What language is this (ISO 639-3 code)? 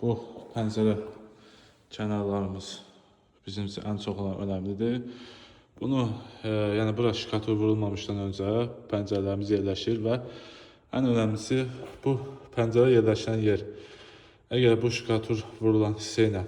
aze